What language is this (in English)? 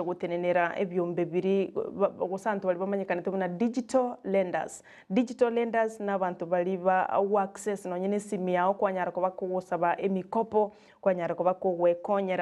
Gusii